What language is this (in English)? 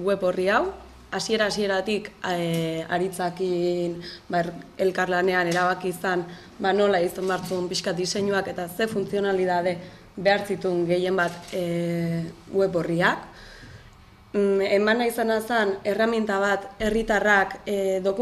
Basque